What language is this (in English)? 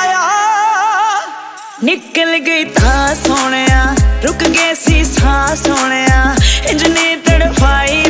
Punjabi